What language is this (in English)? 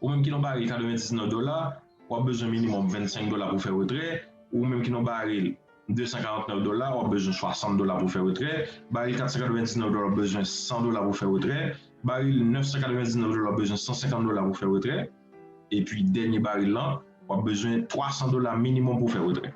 Haitian Creole